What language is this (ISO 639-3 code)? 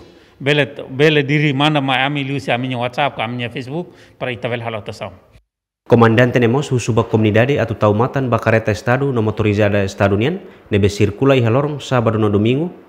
tet